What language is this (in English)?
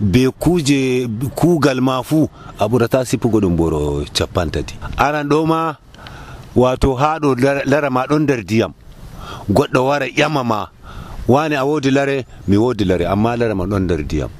Nigerian Fulfulde